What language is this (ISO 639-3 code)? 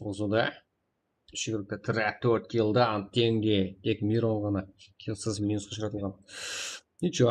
kaa